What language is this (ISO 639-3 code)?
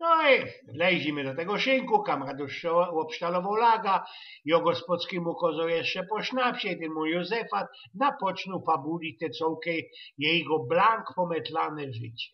szl